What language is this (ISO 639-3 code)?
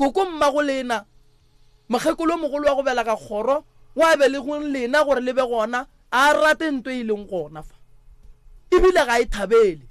nso